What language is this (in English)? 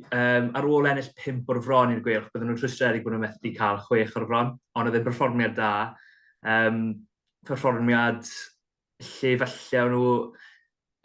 Welsh